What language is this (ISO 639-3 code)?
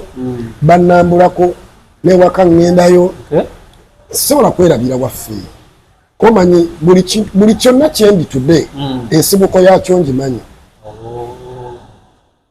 lug